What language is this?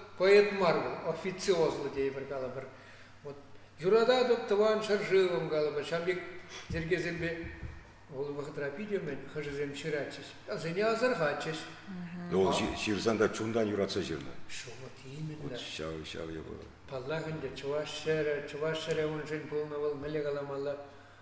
Chuvash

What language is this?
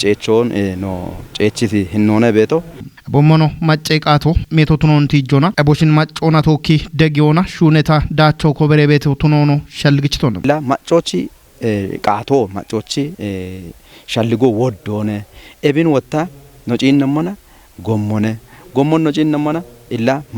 Kafa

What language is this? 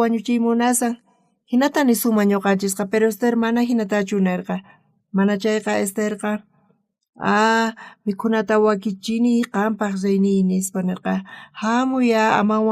South Bolivian Quechua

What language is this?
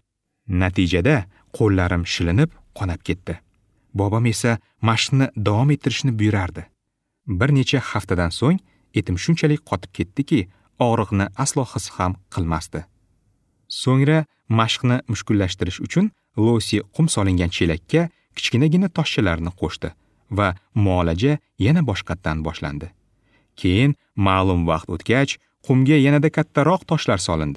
Uzbek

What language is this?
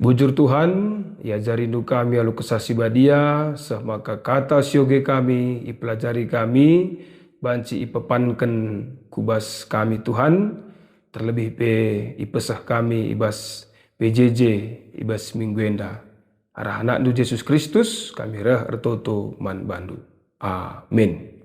Batak Karo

